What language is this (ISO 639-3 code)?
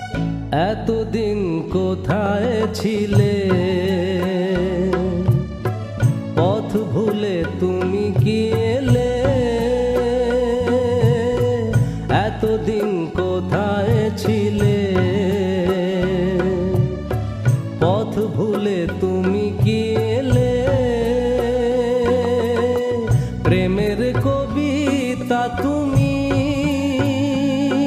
ben